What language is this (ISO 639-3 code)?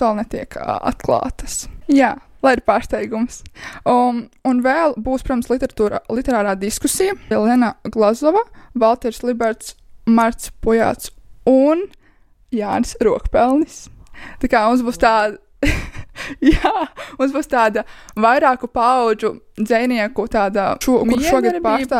lav